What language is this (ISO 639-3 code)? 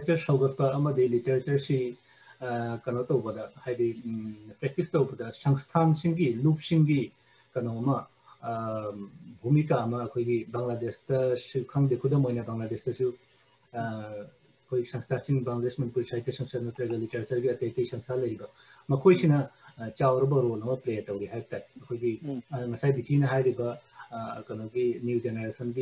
mni